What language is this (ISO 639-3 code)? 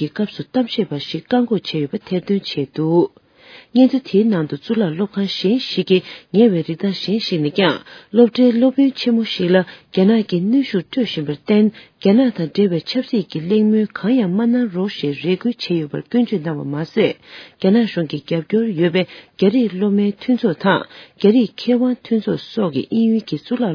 bod